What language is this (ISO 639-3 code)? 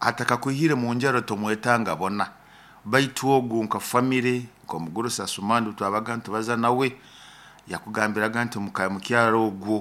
nyo